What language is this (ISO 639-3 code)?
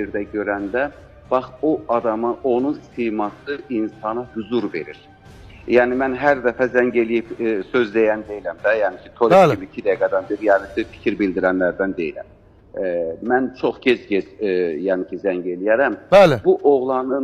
aze